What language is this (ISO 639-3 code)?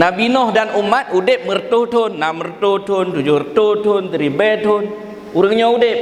ace